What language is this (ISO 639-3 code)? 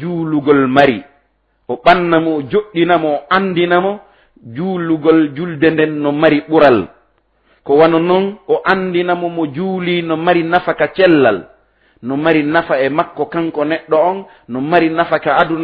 ful